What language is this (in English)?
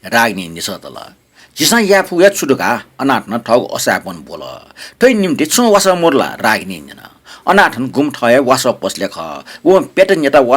Newari